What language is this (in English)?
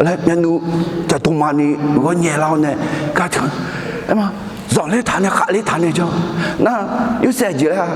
Akha